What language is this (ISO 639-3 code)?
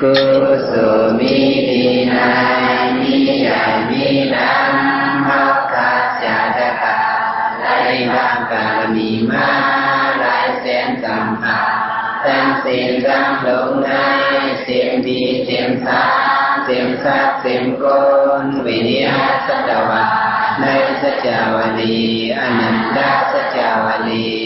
shn